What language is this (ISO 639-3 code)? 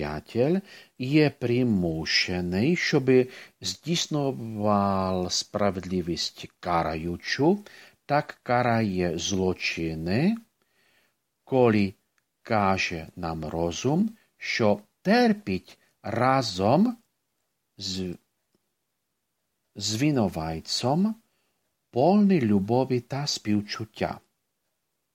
ukr